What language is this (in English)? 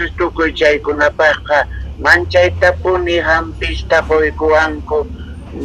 South Bolivian Quechua